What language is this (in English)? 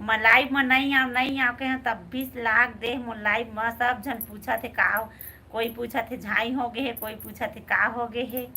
Chhattisgarhi